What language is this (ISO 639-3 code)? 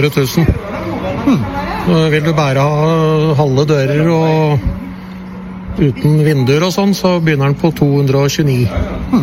nor